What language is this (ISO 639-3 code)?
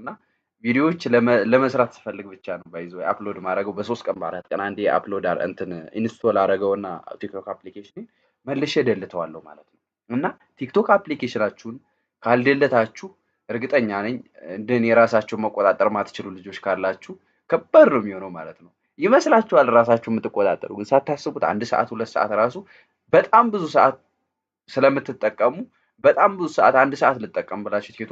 amh